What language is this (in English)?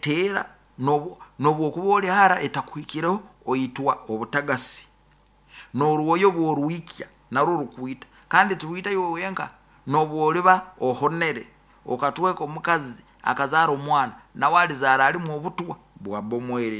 Nyoro